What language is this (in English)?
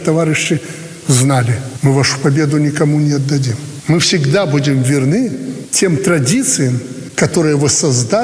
Russian